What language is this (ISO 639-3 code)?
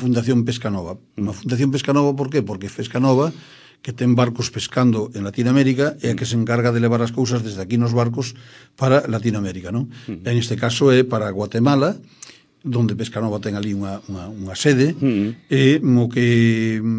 glg